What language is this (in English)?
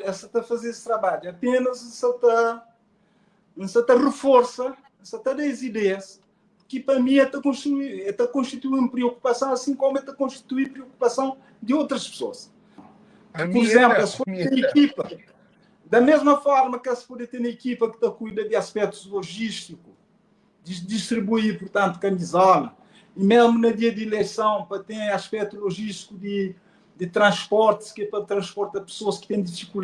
Kabuverdianu